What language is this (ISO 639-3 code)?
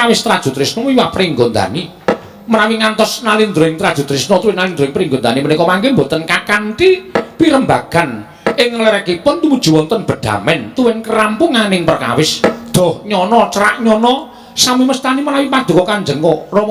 jav